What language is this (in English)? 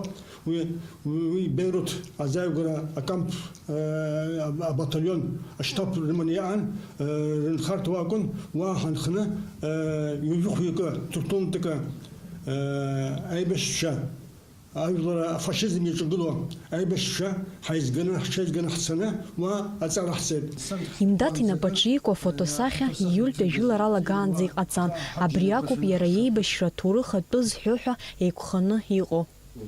Abkhazian